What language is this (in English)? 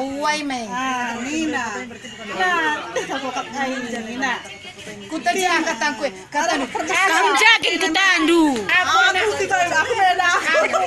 Batak Karo